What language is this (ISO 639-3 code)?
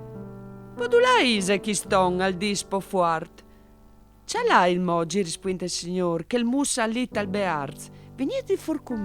fur